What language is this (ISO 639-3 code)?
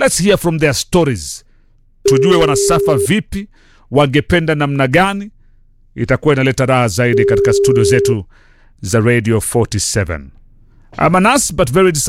swa